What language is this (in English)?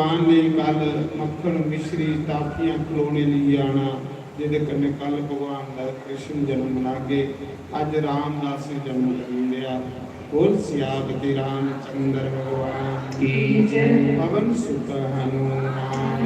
Dogri